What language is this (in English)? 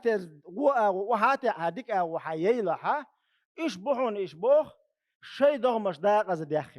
Chechen